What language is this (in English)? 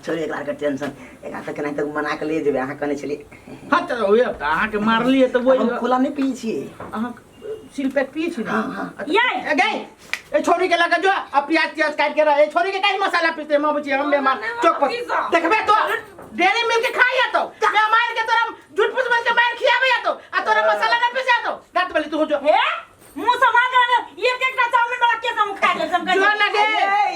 Maithili